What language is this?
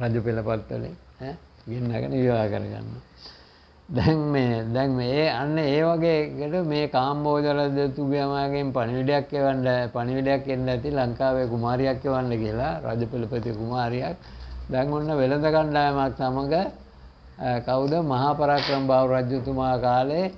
Sinhala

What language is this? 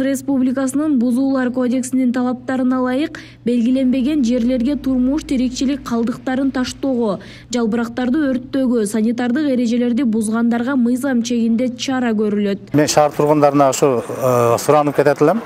Kyrgyz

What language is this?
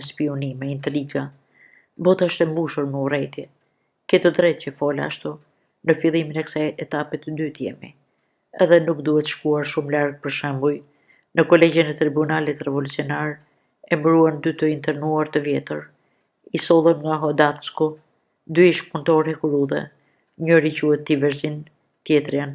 Albanian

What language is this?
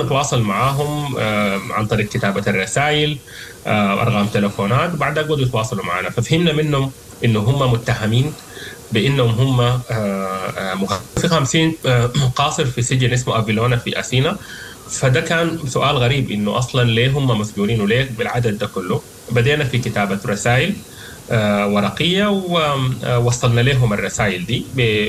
Sudanese Arabic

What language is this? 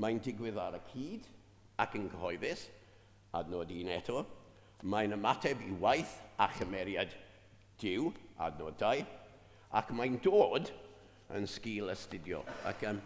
Welsh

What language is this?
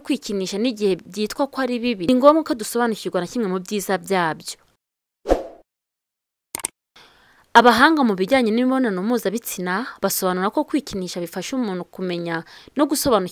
Kinyarwanda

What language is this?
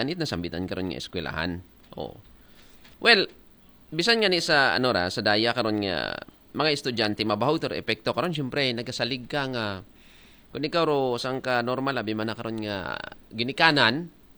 Aklanon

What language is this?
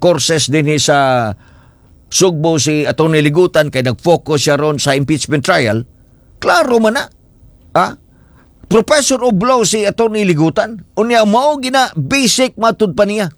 Cebuano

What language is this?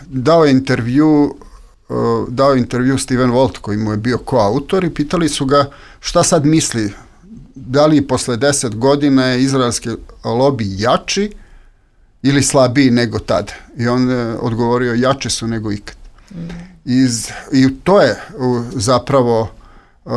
Serbian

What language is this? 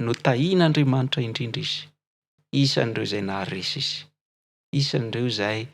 Malagasy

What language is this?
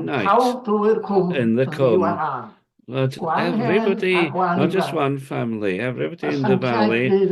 Welsh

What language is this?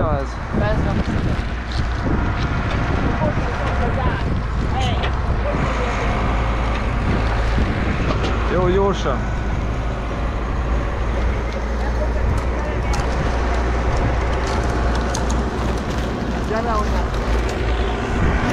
Hungarian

